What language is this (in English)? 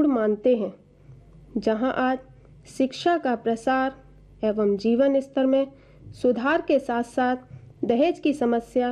Hindi